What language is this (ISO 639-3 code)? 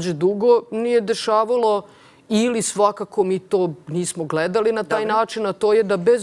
srp